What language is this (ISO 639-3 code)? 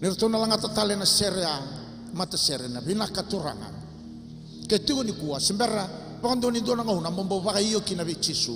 fij